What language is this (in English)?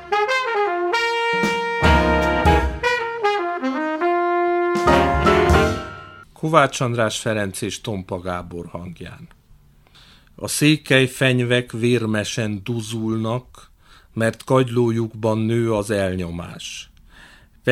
Hungarian